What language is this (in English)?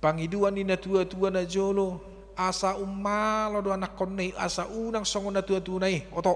Batak Toba